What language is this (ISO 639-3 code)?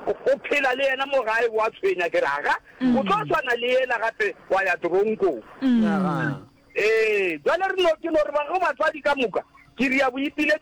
nso